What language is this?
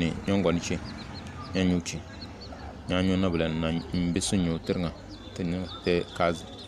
Tem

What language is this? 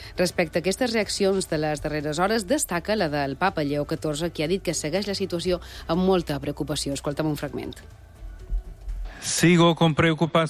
Catalan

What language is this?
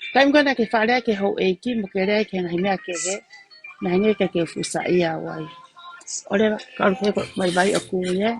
Tongan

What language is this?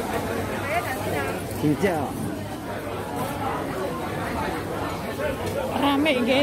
Indonesian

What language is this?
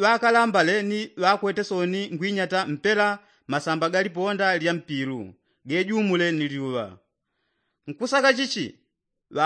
Yao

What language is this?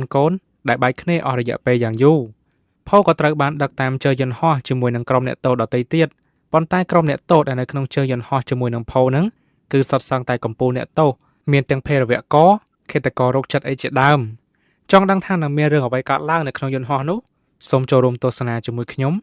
Khmer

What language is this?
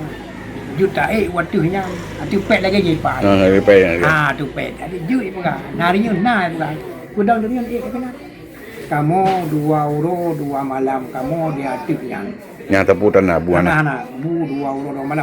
Achinese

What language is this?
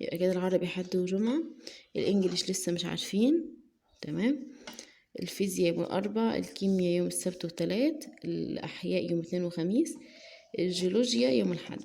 Egyptian Arabic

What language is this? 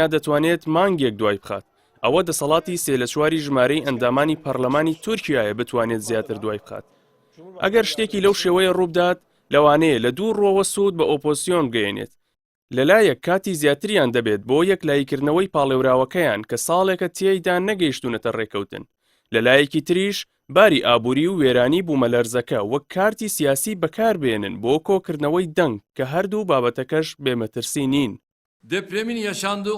Central Kurdish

